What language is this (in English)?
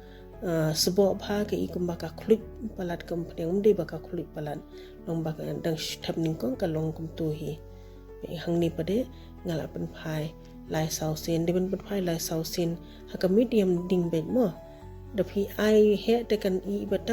Khasi